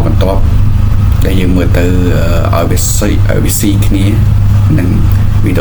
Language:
Khmer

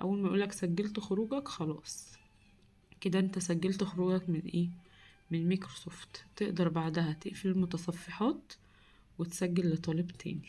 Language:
Egyptian Arabic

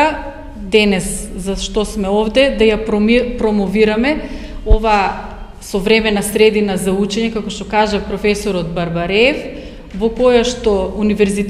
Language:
Macedonian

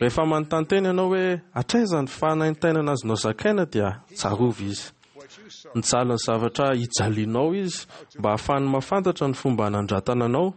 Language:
Malagasy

